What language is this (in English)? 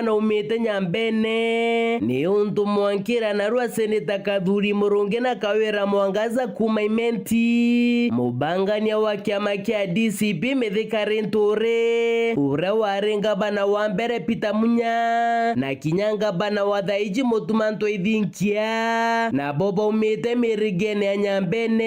Meru